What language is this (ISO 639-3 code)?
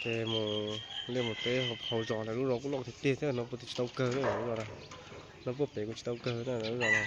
hmn